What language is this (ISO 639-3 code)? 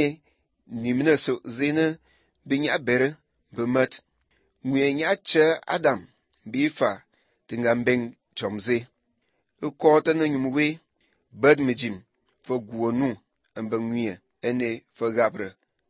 slv